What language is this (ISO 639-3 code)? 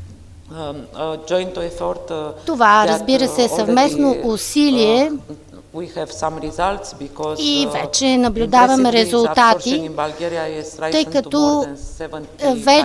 bul